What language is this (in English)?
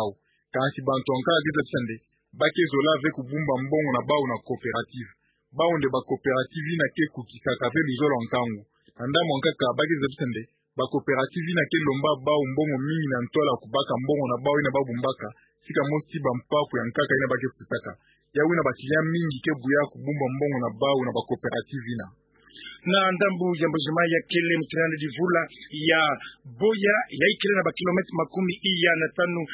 Kituba (Democratic Republic of Congo)